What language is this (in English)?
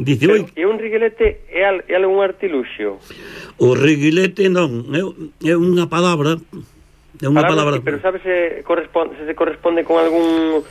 Galician